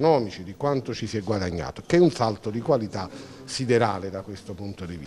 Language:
Italian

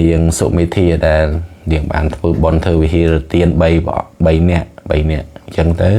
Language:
Khmer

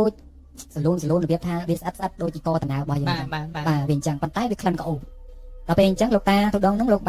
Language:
Khmer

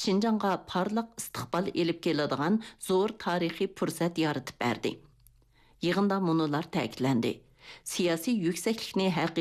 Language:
Uyghur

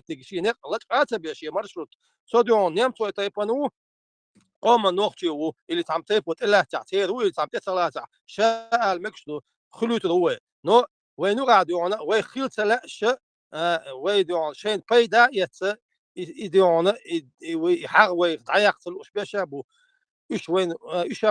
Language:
Chechen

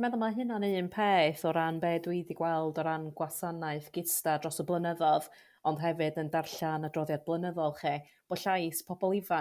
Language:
Welsh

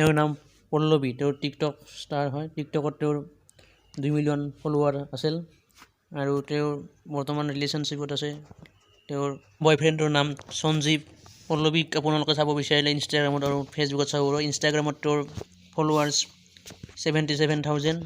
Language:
Assamese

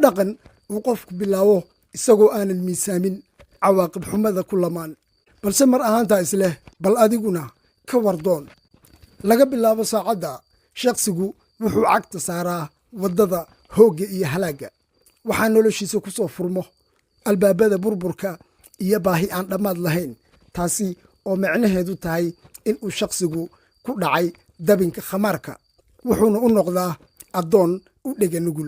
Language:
Somali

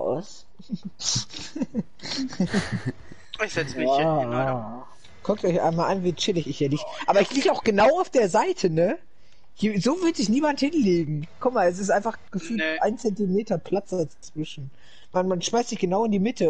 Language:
German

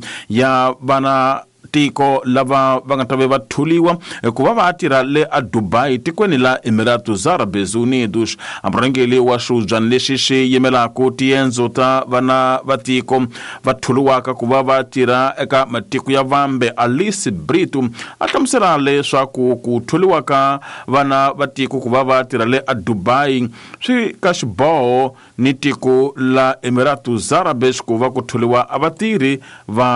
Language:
Tsonga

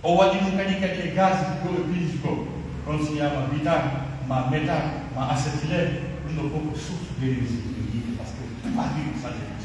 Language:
Pular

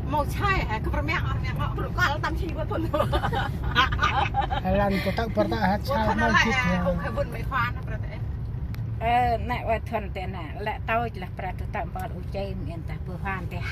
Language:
Central Mnong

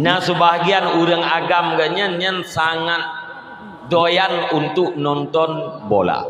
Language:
Achinese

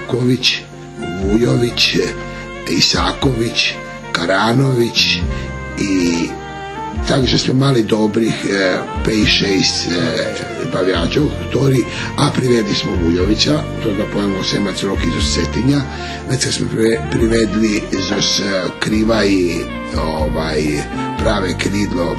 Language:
Rusyn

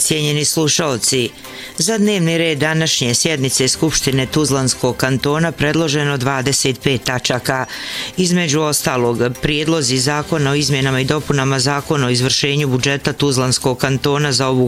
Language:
Bosnian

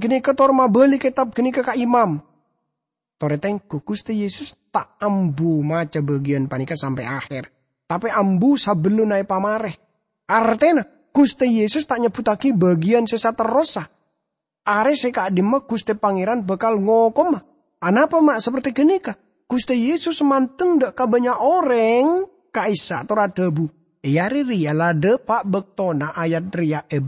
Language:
Madurese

